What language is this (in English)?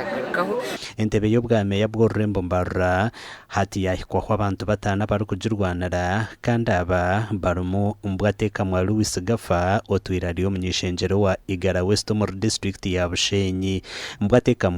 Nyankole